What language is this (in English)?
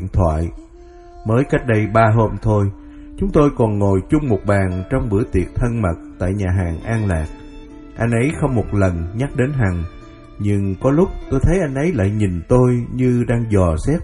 Vietnamese